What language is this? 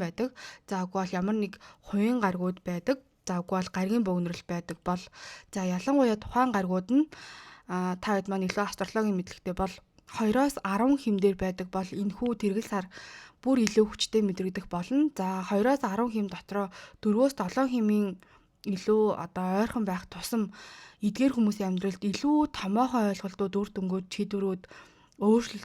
Mongolian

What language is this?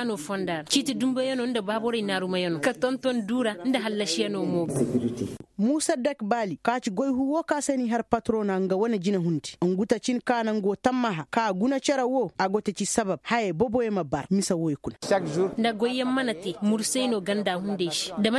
Koyraboro Senni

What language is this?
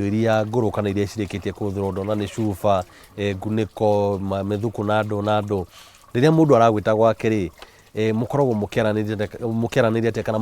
Kikuyu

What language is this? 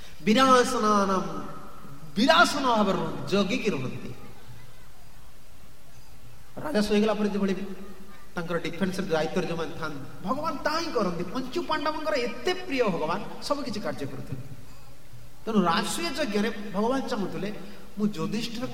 Odia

